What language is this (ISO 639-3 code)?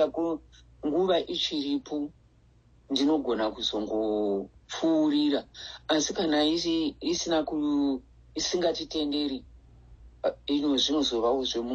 sna